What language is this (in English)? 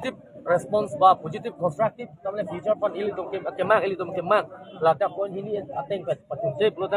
Karbi